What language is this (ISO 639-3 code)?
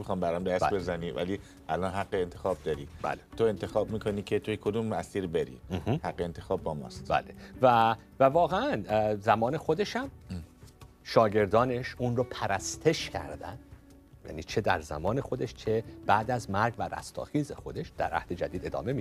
fas